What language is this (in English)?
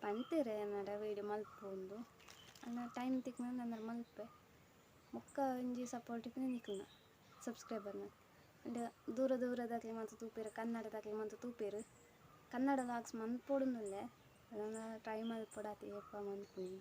Tulu